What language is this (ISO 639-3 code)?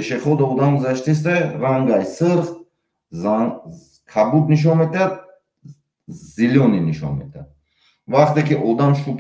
tgk